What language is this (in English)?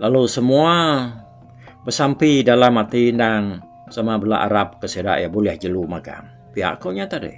Iban